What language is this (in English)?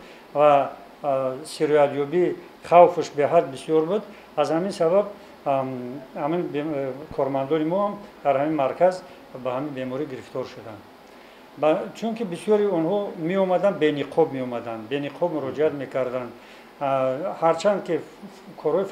Tajik